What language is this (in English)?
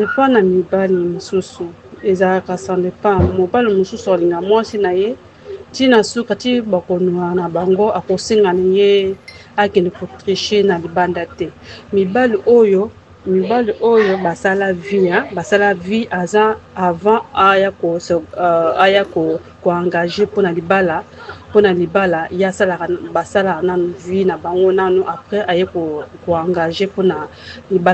Lingala